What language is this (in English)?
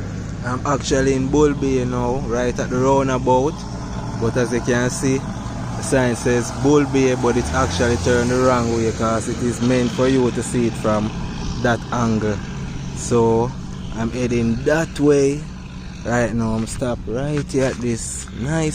Jamaican Creole English